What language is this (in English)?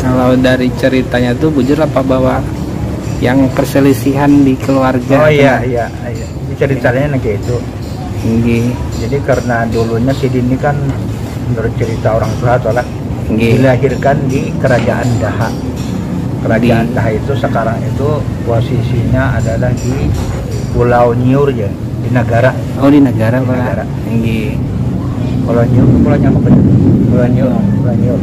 Banjar